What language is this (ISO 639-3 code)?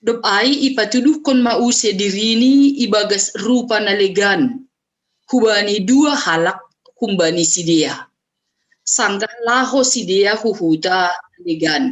bts